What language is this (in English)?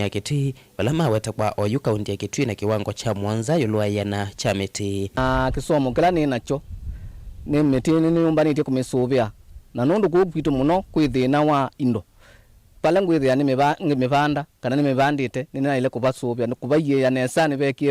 Kamba